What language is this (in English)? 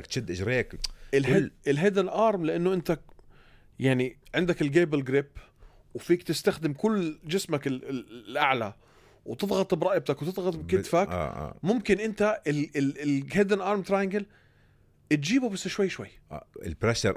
North Levantine Arabic